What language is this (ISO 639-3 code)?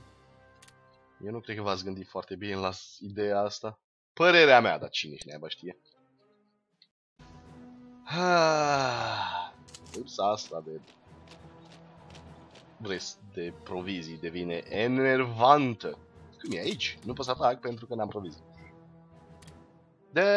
ron